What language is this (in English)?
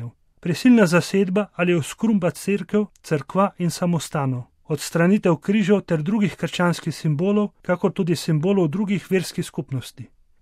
Slovenian